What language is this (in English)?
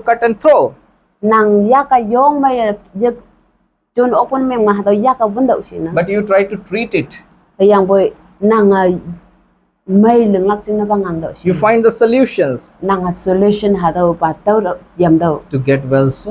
Konyak Naga